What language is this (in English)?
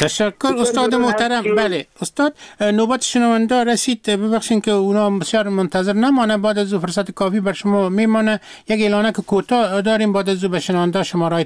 Persian